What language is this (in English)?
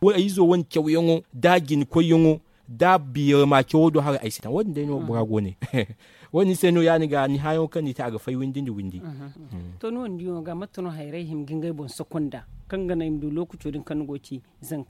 Zarma